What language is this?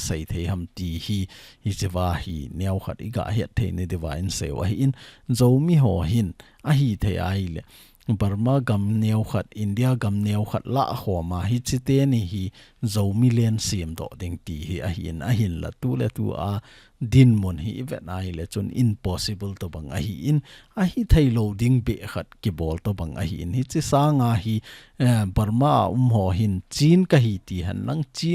Thado Chin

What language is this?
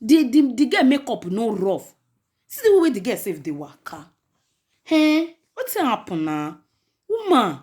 Nigerian Pidgin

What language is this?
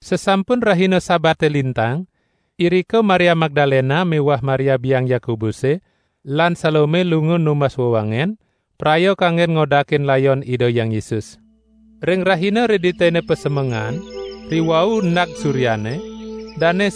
Balinese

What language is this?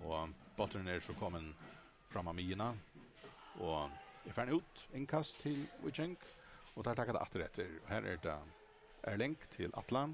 Faroese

